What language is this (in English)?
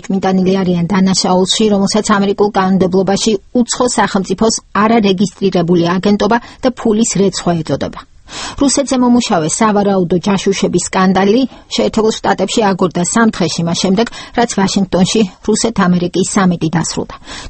Georgian